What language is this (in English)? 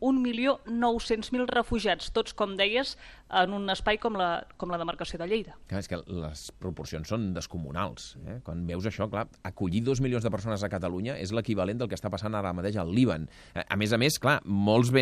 Catalan